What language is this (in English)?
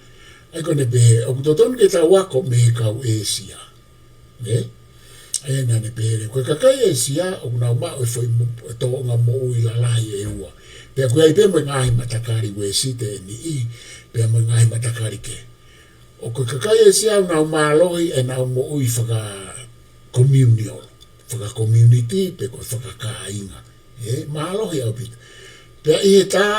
Tongan